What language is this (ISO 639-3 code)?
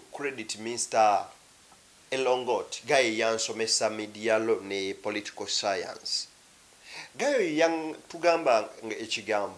lug